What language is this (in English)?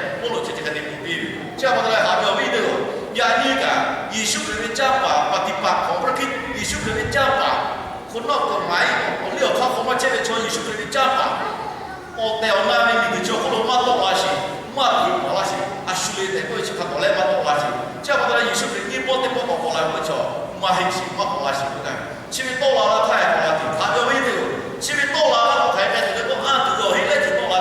Lahu